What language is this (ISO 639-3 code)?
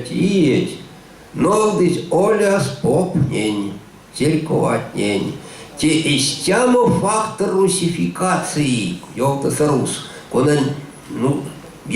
myv